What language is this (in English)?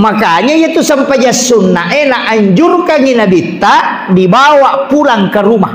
Buginese